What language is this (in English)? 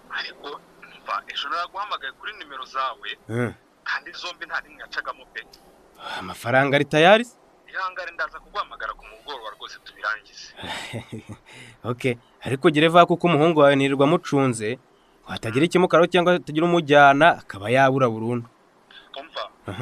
Kinyarwanda